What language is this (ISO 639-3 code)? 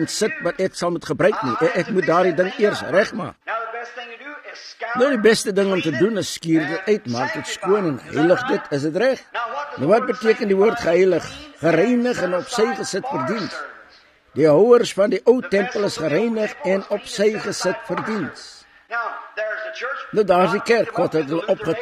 afr